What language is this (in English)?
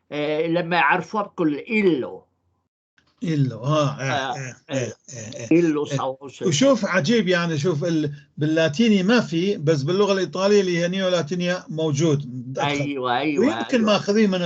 North Levantine Arabic